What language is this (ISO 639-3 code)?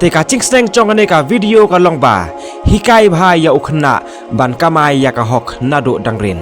kha